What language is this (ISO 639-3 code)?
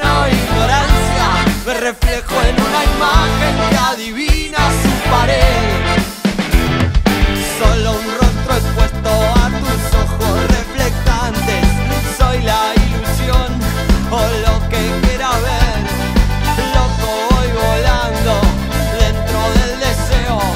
spa